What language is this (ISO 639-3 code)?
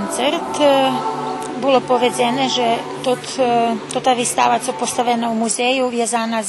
rue